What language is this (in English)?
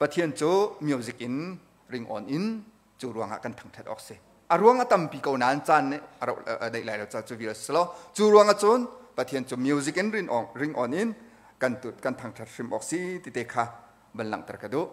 Hakha Chin